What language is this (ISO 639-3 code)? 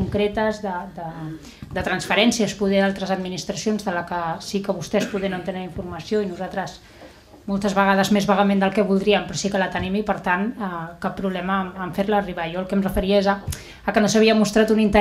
cat